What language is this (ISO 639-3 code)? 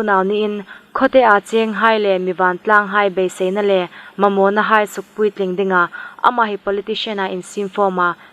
hmr